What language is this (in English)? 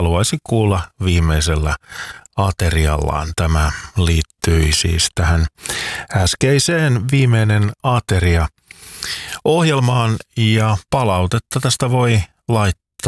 Finnish